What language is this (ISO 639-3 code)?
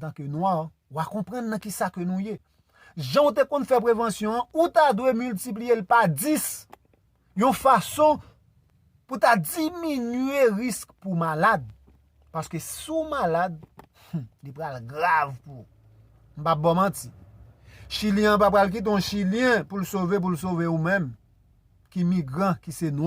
hat